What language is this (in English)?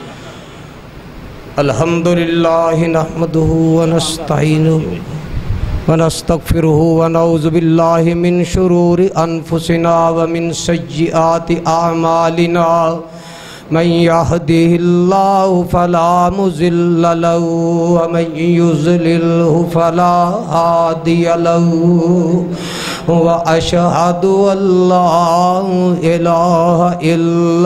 Urdu